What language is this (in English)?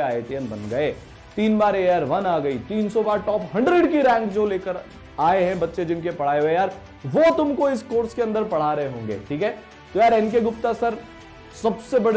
Hindi